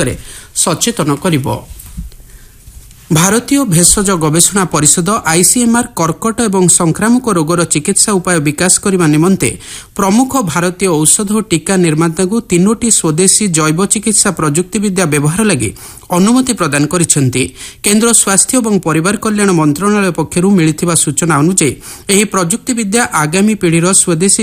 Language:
Odia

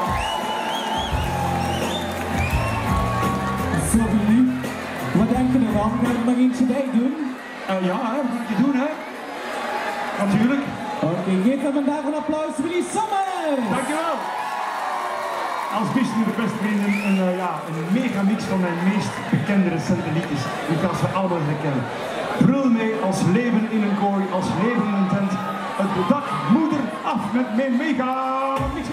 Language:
Dutch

